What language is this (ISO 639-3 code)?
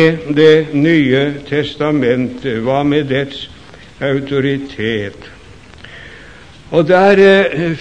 nor